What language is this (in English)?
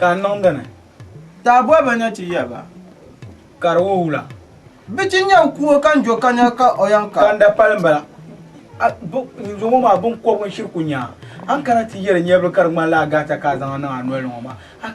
Dagbani